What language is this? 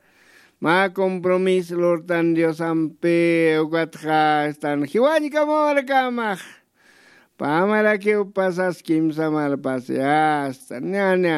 Aymara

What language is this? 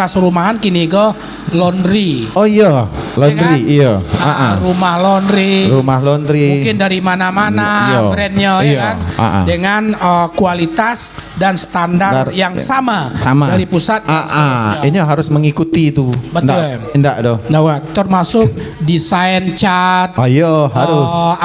Minangkabau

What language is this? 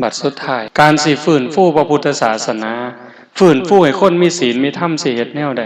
Northeastern Thai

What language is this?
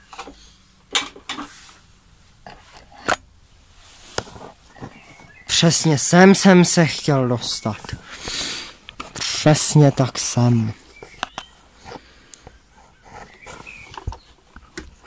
Czech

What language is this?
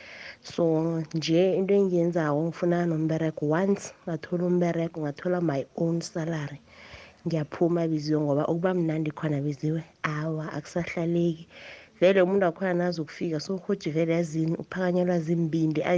South Ndebele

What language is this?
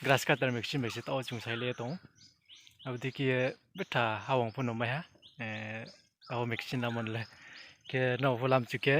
Riang (India)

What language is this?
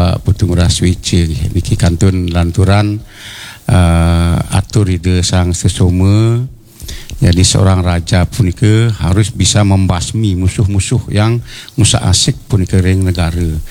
Balinese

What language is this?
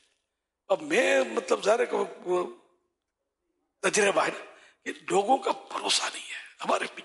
Urdu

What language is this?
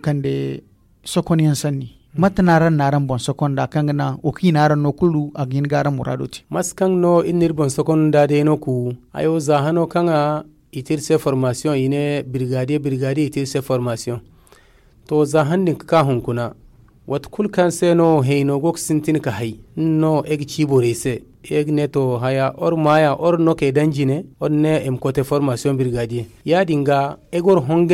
Zarma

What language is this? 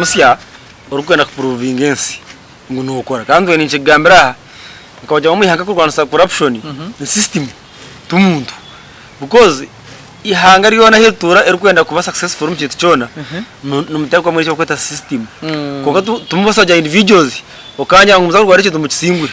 Nyankole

